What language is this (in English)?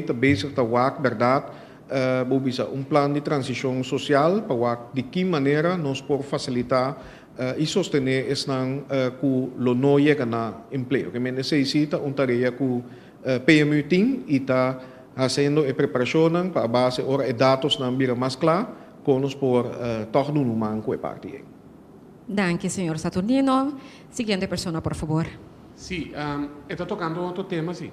Papiamento